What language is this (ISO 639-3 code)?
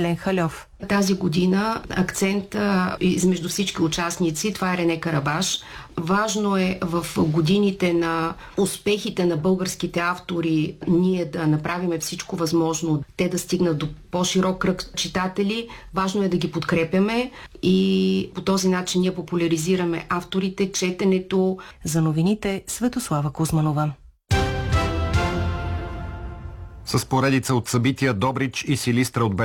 bul